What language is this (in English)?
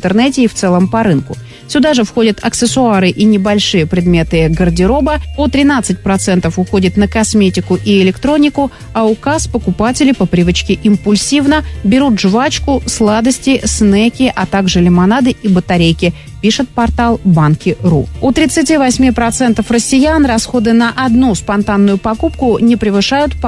Russian